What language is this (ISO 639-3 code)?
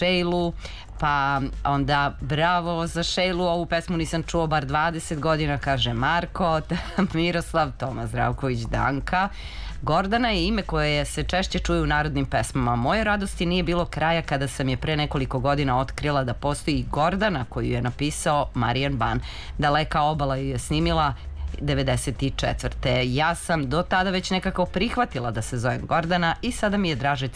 srp